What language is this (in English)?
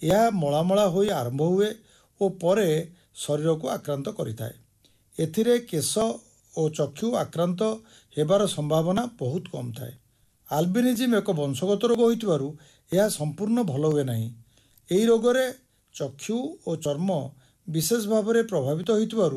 Odia